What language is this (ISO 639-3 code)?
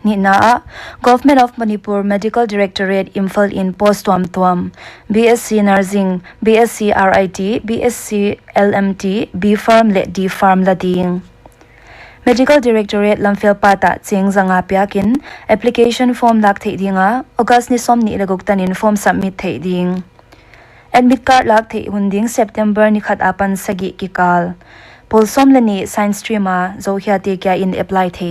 pck